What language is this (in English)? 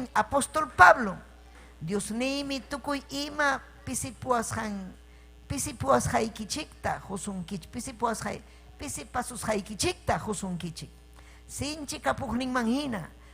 Ayacucho Quechua